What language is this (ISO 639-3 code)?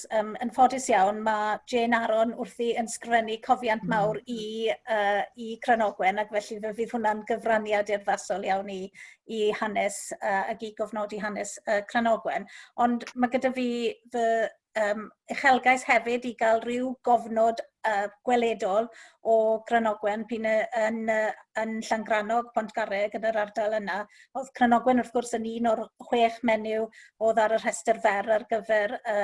cym